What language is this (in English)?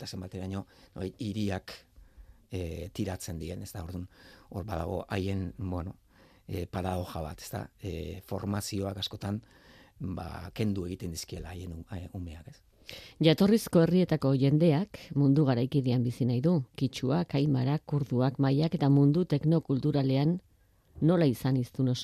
Basque